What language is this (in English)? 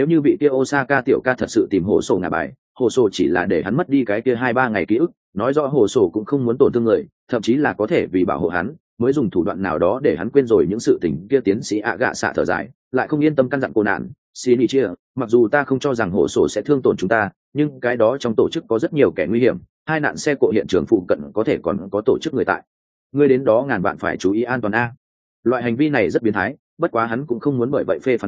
Vietnamese